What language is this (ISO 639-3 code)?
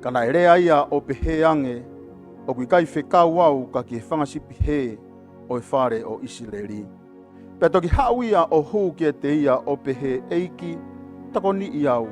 ton